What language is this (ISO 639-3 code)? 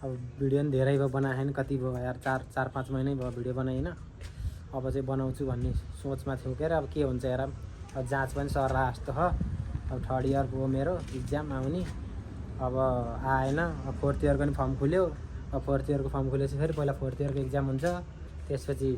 nep